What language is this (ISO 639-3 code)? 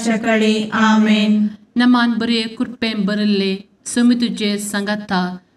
kok